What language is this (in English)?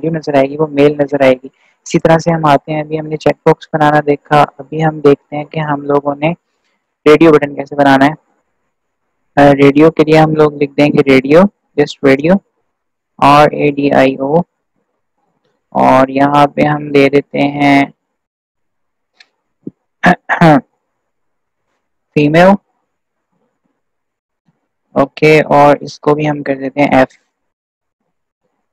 Hindi